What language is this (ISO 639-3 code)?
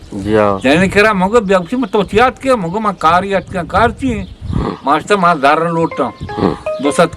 bgp